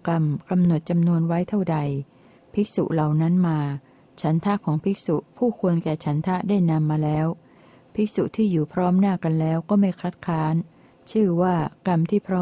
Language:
Thai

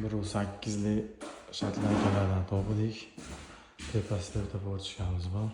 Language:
Uzbek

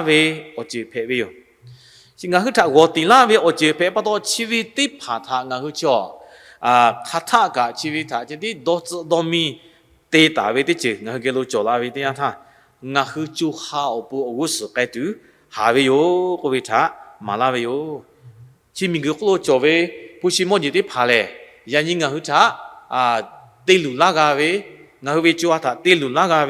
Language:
Lahu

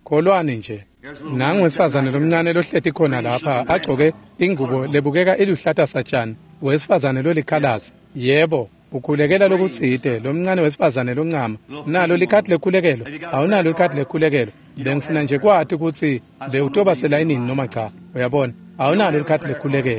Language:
Swati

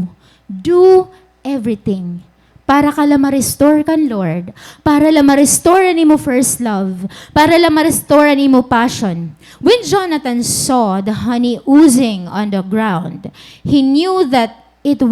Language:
Waray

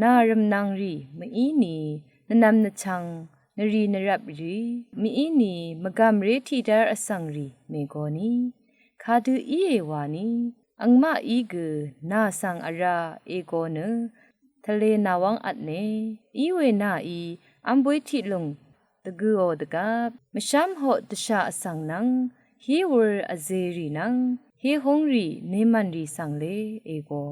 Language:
Rawang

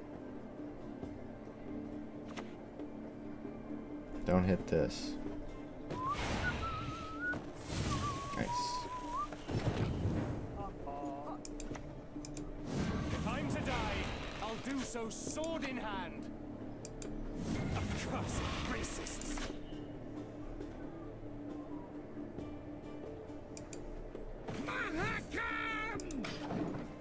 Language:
English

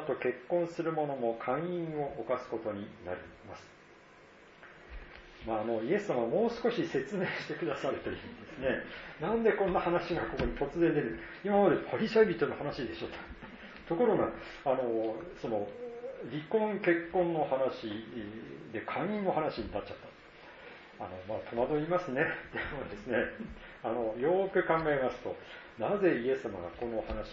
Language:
Japanese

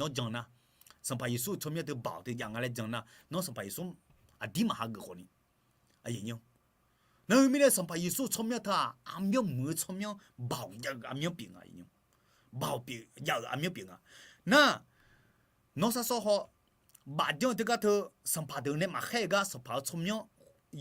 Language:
Akha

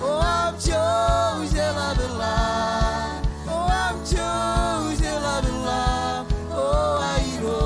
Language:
Marshallese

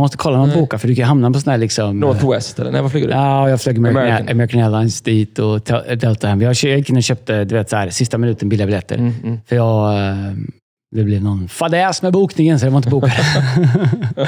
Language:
Swedish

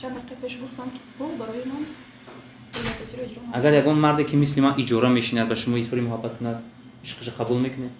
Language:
Tajik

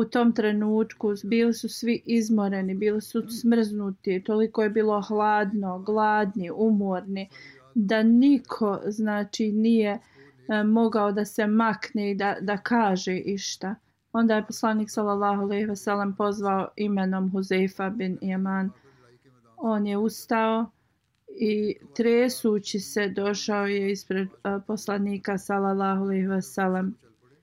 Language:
Bosnian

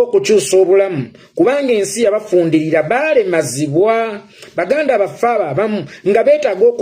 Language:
Ganda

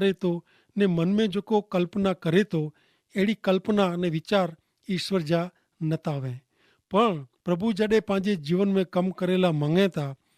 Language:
Kachhi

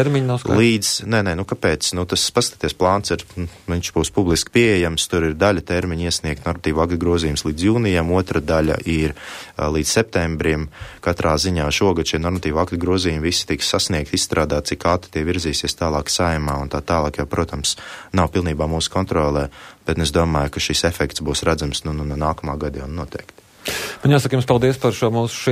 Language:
Latvian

